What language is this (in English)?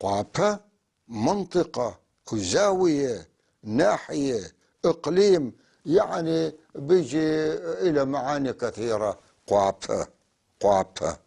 North Levantine Arabic